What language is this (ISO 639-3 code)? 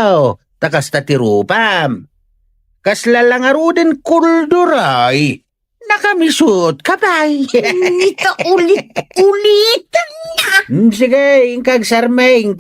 ilo